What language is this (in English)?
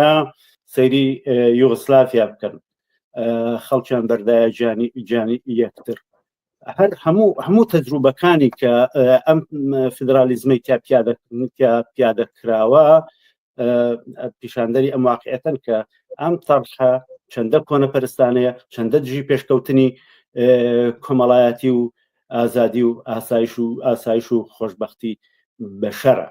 Central Kurdish